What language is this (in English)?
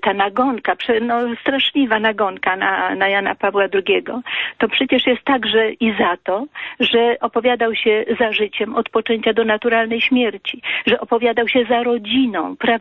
Polish